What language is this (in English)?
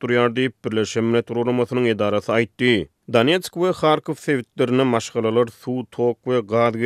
Turkmen